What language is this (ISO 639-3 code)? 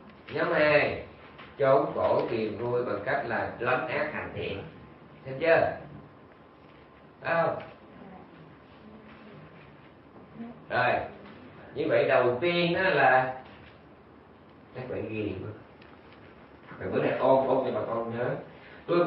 vie